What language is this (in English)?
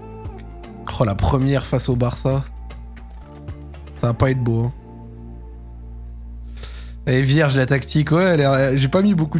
French